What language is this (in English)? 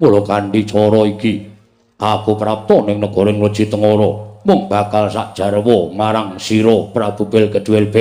Javanese